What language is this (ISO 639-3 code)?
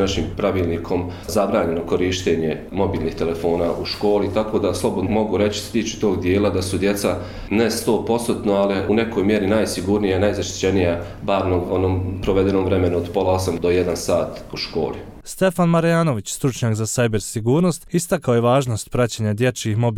hrv